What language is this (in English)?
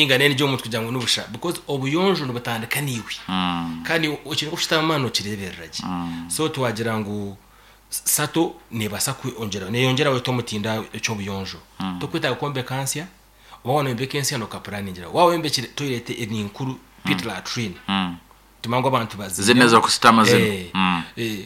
Nyankole